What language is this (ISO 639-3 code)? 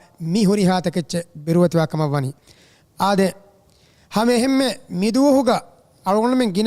div